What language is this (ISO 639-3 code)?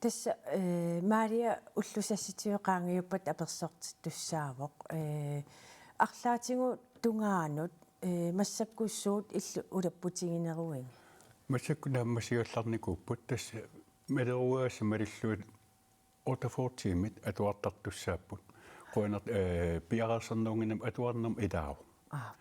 kal